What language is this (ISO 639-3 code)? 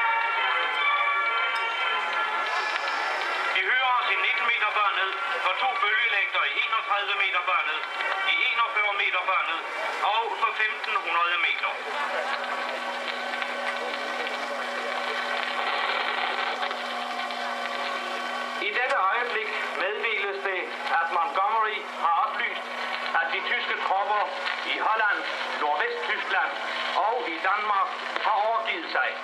dan